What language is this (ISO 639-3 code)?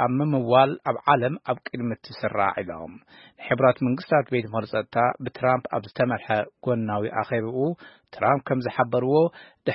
tir